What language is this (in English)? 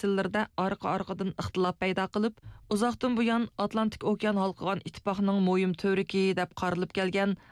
Uyghur